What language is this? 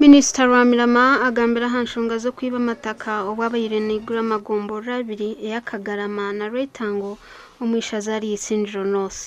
Nyankole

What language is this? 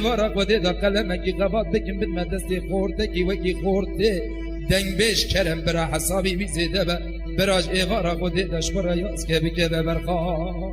Kurdish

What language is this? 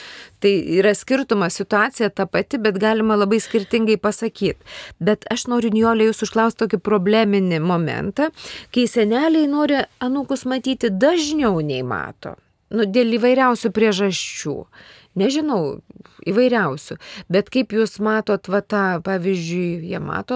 Lithuanian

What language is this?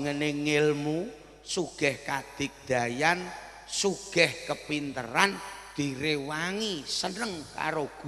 Javanese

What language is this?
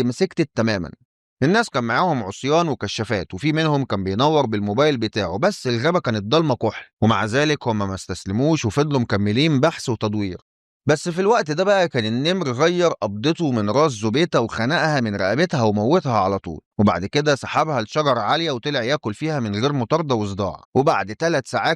Egyptian Arabic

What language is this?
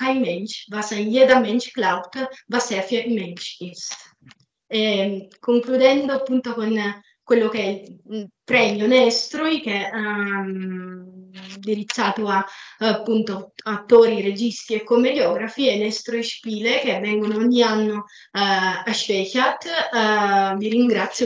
Italian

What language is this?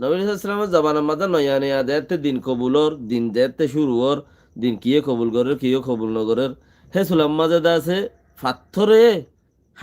Rohingya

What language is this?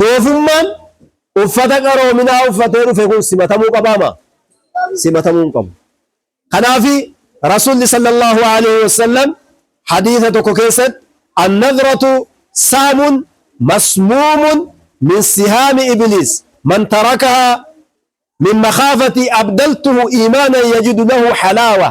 Oromo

